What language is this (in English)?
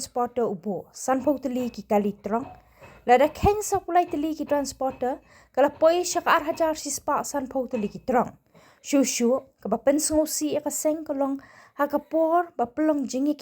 Khasi